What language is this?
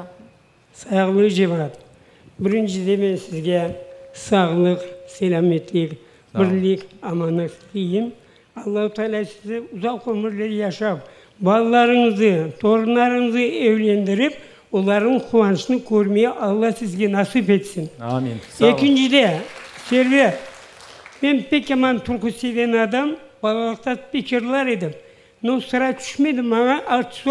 Crimean Tatar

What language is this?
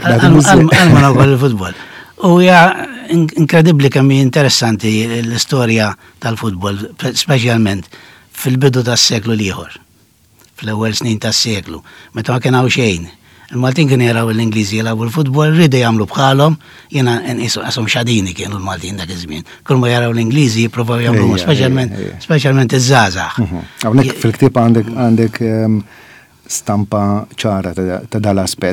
Maltese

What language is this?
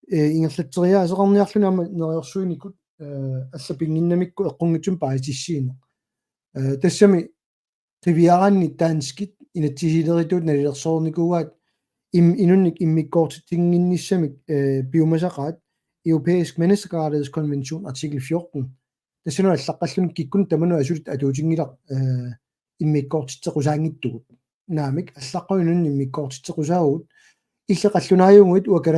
Kalaallisut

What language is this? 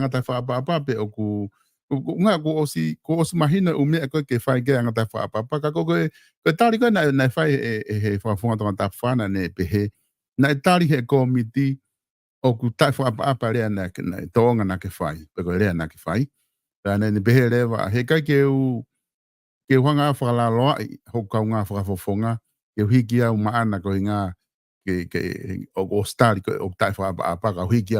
Tongan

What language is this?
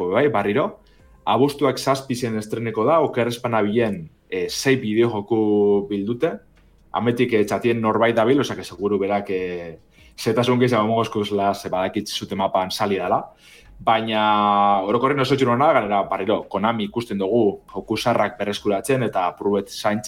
Basque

